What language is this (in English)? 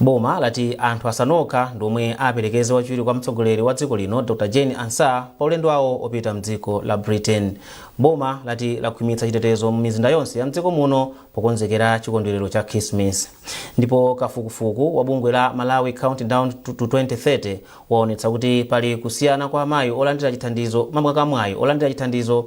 Nyanja